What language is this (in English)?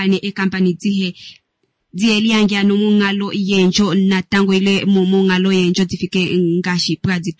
Kuanyama